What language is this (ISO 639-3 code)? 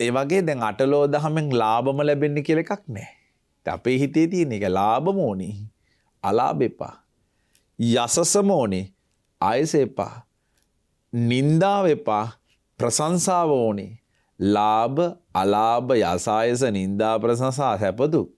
sin